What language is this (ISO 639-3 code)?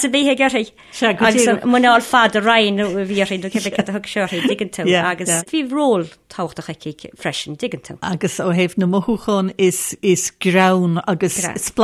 gle